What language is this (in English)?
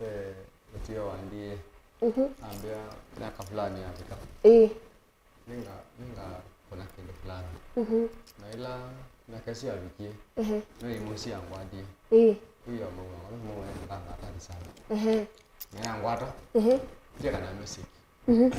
Kamba